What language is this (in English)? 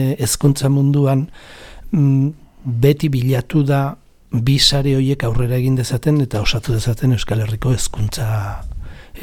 Basque